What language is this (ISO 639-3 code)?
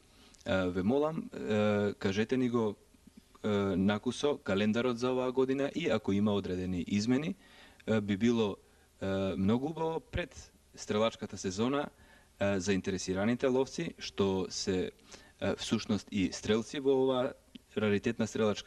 mkd